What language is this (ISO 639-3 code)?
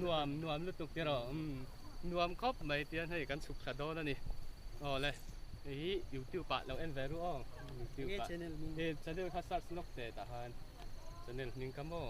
lus